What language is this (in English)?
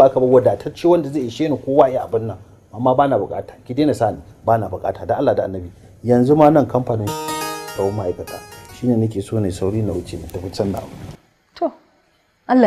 Hausa